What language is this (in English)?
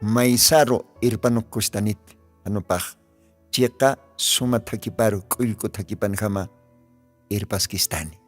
Aymara